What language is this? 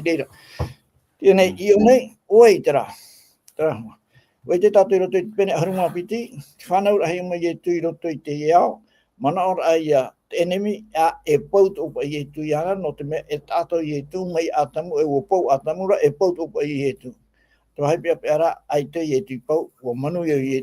Tahitian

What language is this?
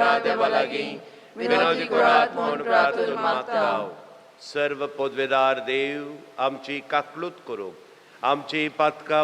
Konkani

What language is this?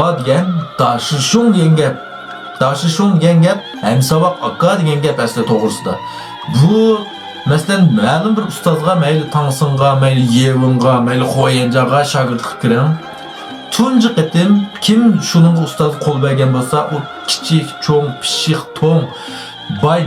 Uyghur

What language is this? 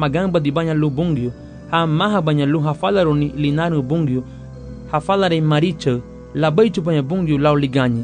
Garifuna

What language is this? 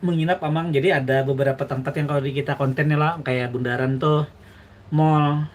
Banjar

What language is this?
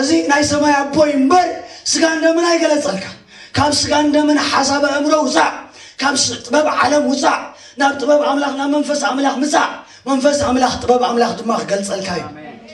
Tigrinya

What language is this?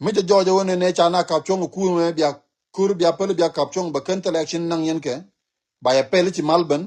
Nuer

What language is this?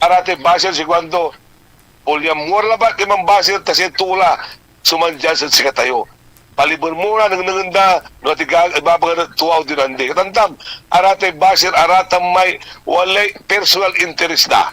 Pangasinan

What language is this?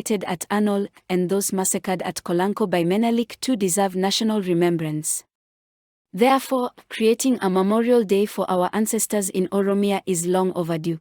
English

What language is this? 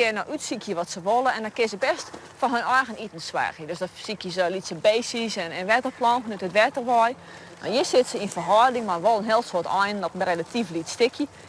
Western Frisian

